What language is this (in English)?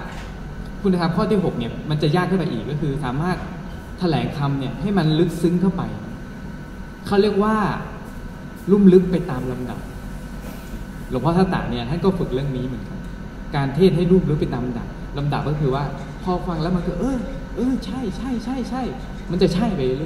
Thai